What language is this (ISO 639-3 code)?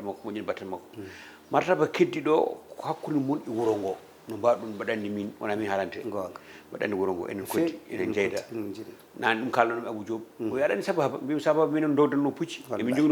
ful